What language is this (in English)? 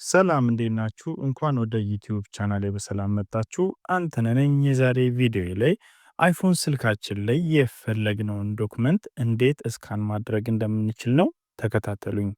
Amharic